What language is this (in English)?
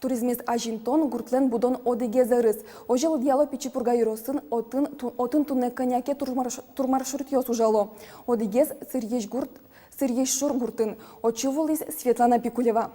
Udmurt